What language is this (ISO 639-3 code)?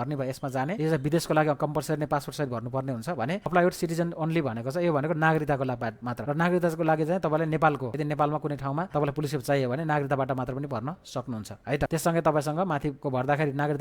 nep